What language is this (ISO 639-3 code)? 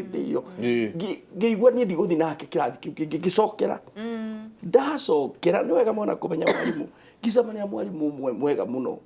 kik